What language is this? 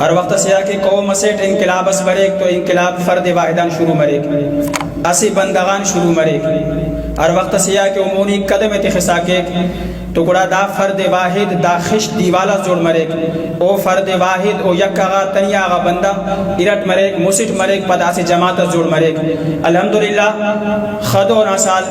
Brahui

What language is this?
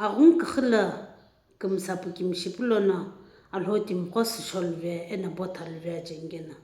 Sumi Naga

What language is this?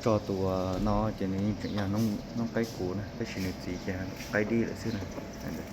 Hmong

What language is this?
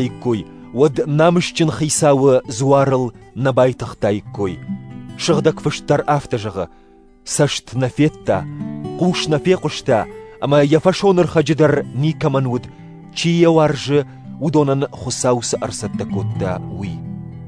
Ossetic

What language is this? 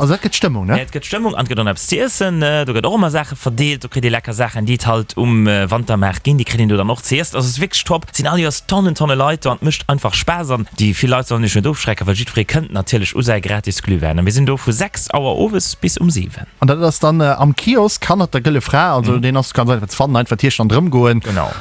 Luxembourgish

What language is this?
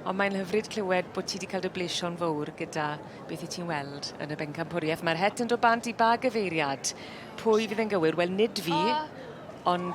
Welsh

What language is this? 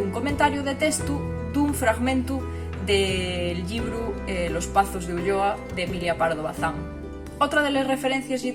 Asturian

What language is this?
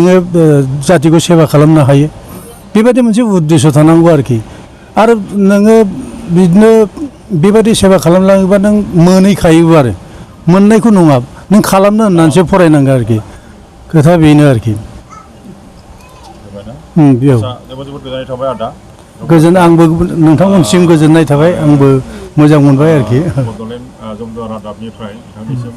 Bodo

